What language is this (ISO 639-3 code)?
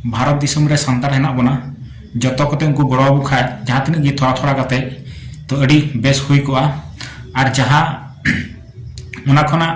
sat